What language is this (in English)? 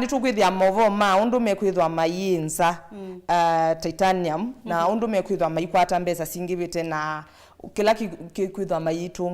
Kamba